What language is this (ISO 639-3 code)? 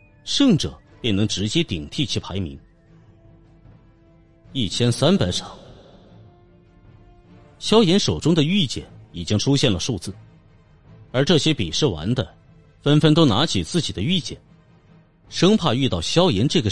zho